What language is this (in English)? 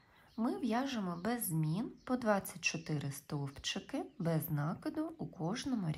Ukrainian